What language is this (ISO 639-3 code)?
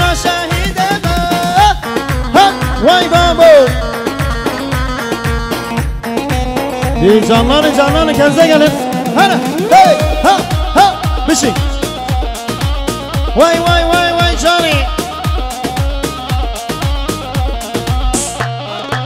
kur